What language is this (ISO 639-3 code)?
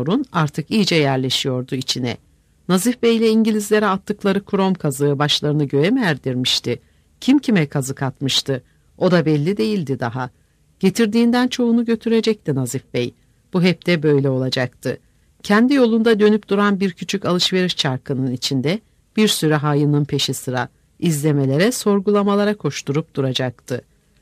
tur